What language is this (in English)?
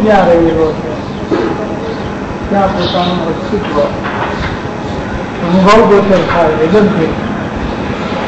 Gujarati